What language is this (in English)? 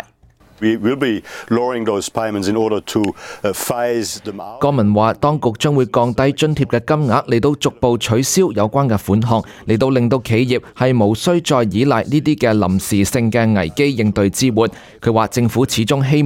Cantonese